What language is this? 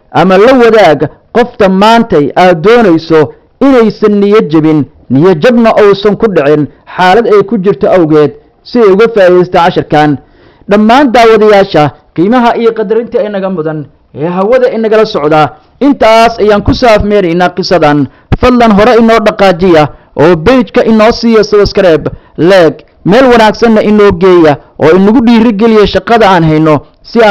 Somali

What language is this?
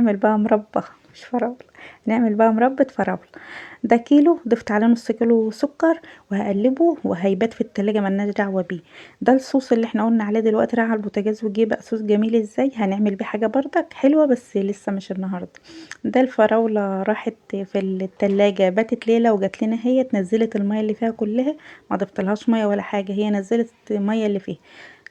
Egyptian Arabic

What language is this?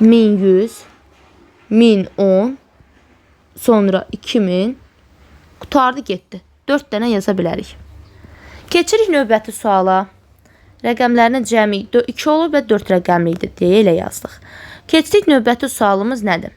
Azerbaijani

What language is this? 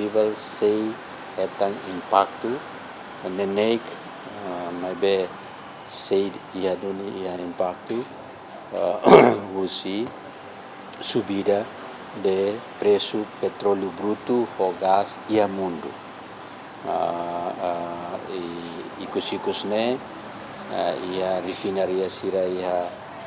Tetum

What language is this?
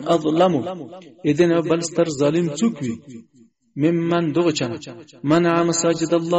Pashto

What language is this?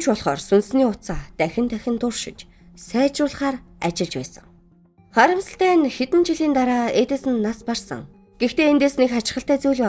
Mongolian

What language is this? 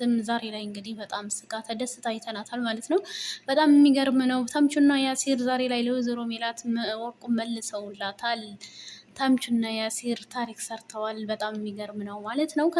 Amharic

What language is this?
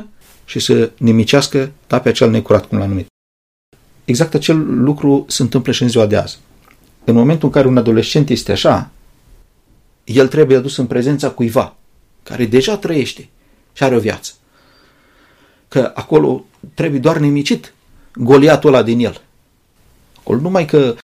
Romanian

